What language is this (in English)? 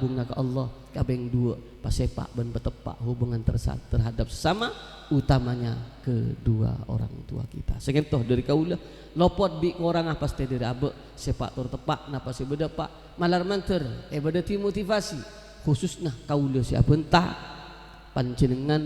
Madurese